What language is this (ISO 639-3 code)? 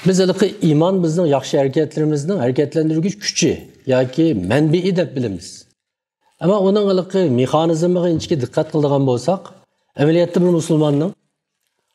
uig